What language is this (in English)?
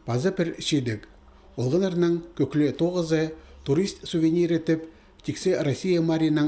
Khakas